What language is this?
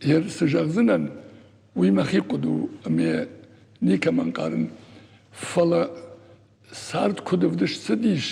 Ossetic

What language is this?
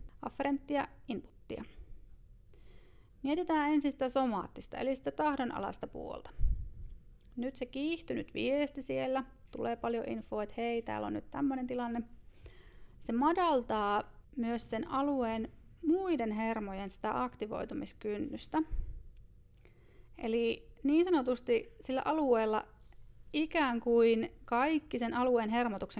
Finnish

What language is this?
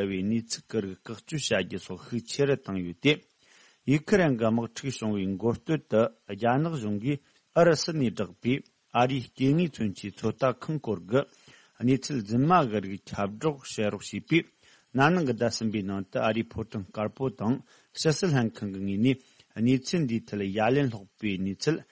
Tibetan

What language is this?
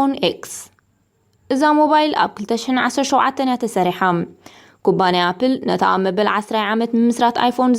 Tigrinya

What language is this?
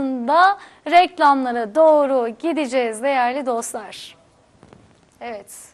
Turkish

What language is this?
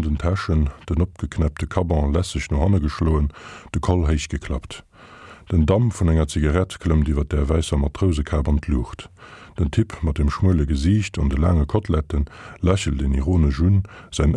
Luxembourgish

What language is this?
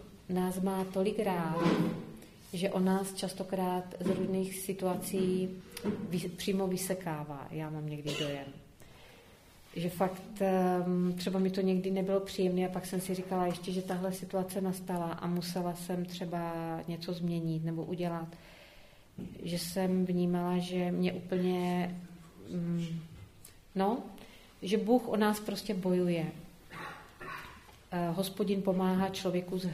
Czech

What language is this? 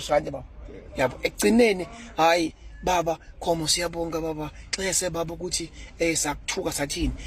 Zulu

